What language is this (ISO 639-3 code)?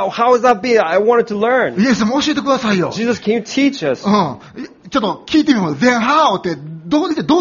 jpn